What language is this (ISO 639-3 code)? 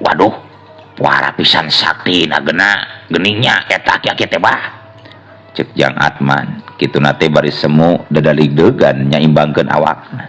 sun